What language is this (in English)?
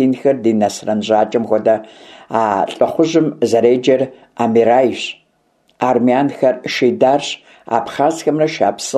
Kabardian